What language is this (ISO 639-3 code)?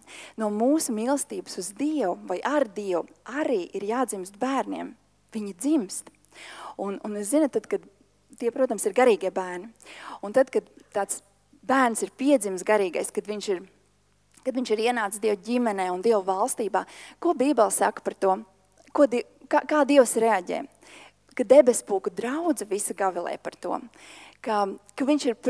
lav